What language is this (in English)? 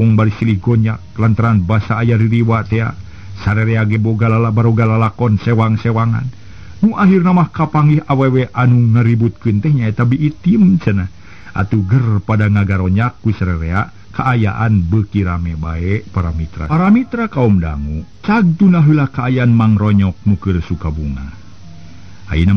Sundanese